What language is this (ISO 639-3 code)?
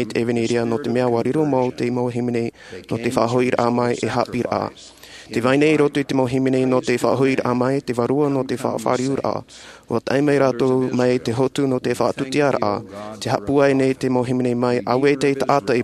tah